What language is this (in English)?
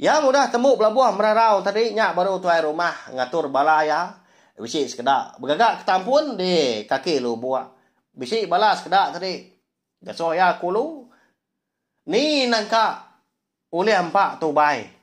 Iban